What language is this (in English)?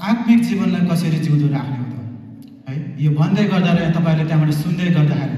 Nepali